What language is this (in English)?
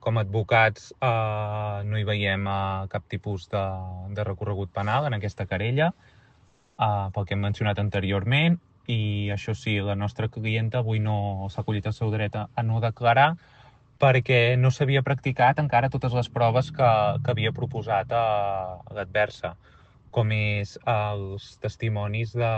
Catalan